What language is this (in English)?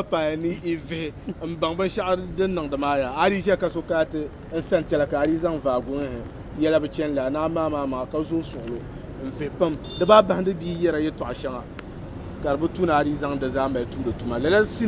Dagbani